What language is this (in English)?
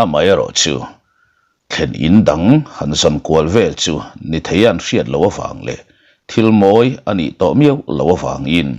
Mizo